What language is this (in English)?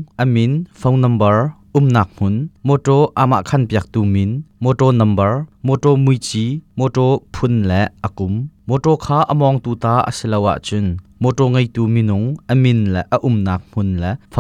Hakha Chin